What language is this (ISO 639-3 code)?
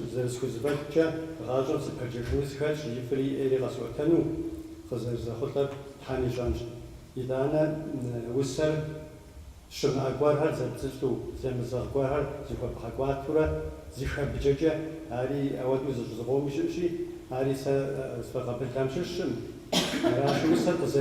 kbd